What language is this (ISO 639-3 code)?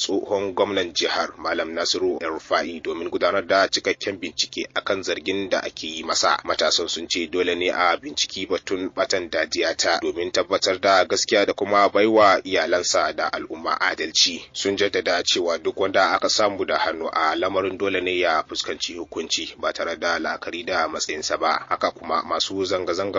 hau